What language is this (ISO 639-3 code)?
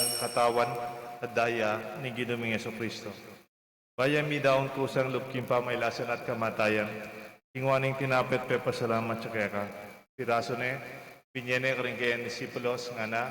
pam